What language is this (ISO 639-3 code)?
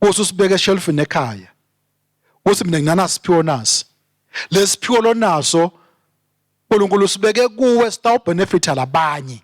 ssw